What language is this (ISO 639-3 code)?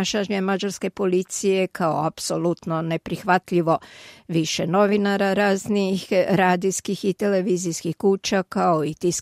hrv